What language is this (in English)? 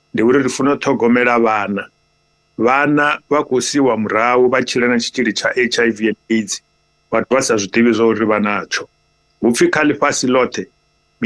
Venda